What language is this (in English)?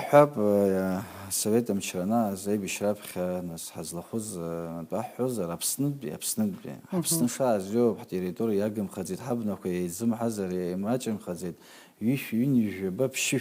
Abkhazian